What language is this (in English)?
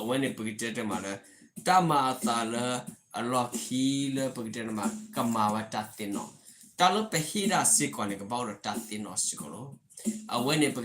S'gaw Karen